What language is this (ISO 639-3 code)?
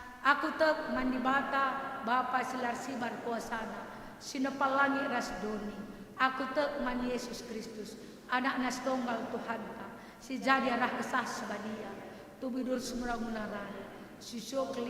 btx